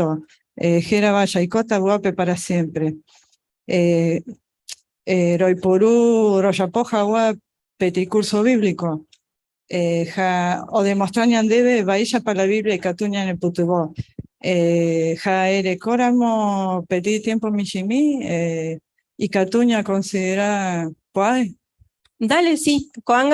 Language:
Guarani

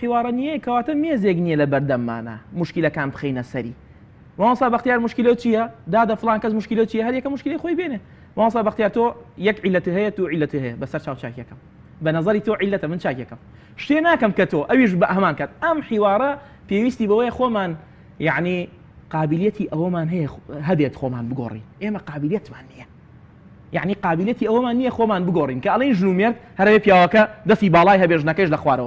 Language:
Central Kurdish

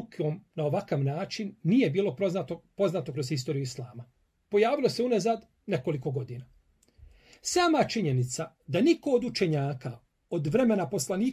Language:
Bosnian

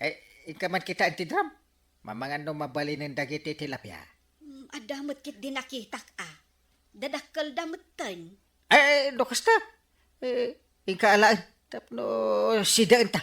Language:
Iloko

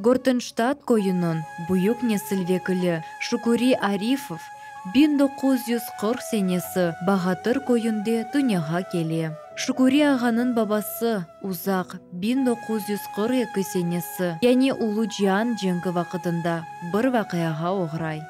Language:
Crimean Tatar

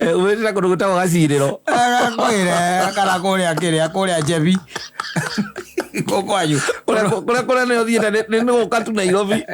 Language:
Kikuyu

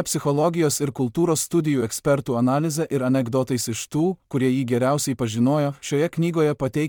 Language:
Lithuanian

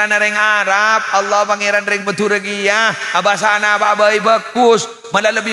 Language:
Madurese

